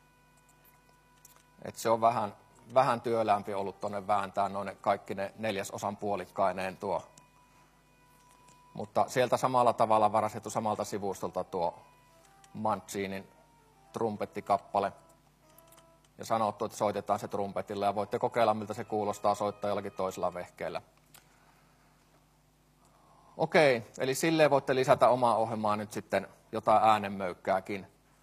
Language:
Finnish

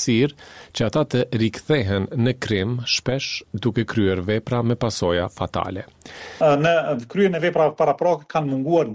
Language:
Albanian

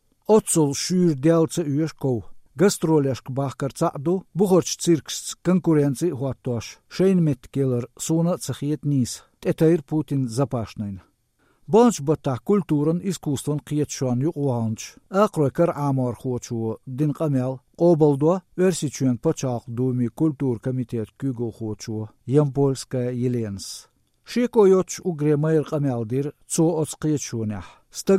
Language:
Chechen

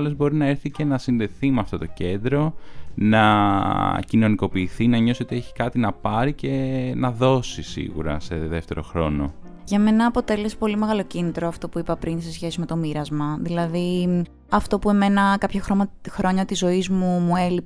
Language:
Greek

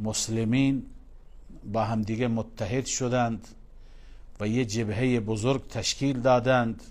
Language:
Persian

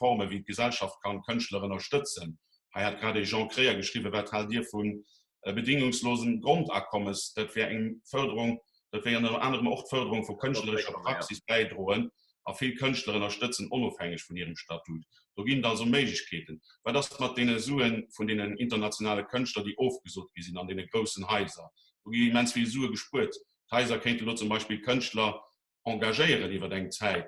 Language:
Luxembourgish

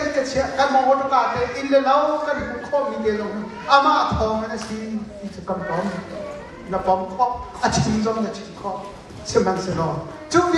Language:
Hakha Chin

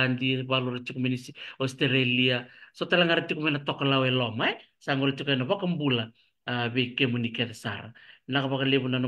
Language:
Fijian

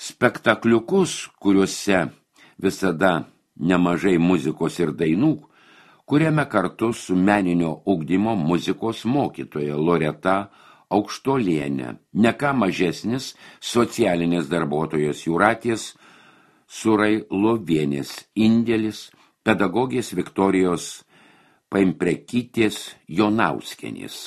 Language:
Lithuanian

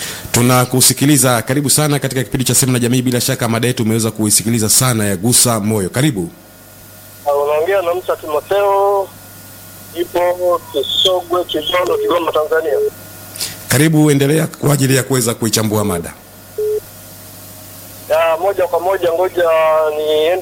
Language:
Swahili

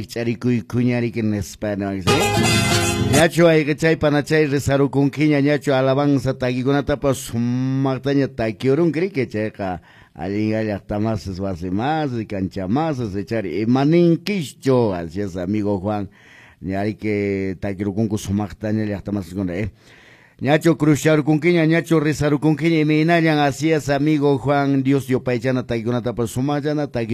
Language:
Quechua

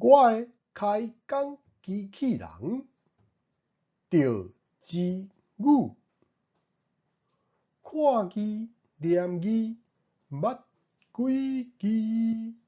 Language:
Min Nan Chinese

